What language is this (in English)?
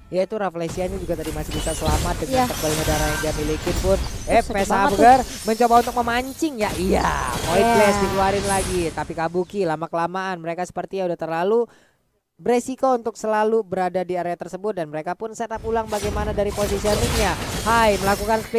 Indonesian